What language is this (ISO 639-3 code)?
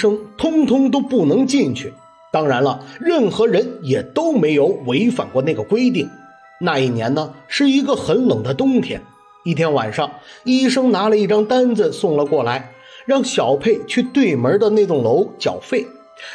zho